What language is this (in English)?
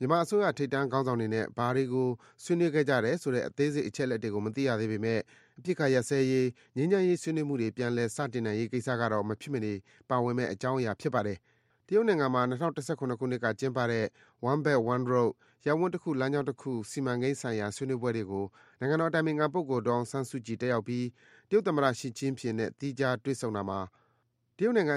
Burmese